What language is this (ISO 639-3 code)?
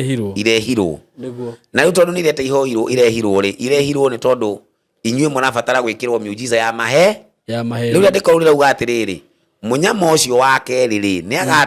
kik